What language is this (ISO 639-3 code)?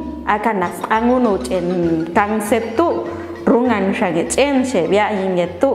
jac